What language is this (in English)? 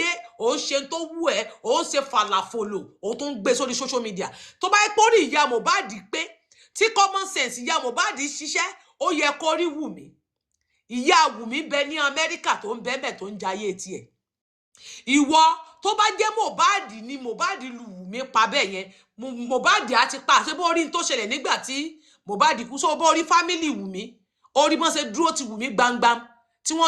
Yoruba